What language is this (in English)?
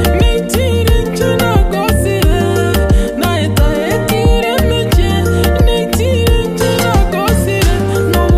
Gusii